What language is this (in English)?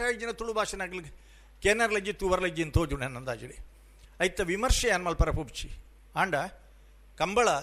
Tulu